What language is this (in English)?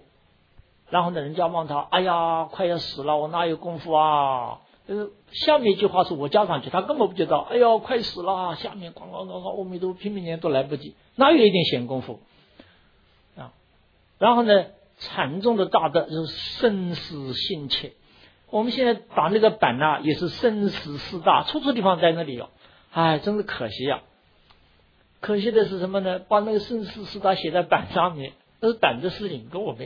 Chinese